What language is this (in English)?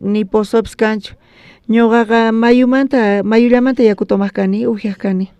South Bolivian Quechua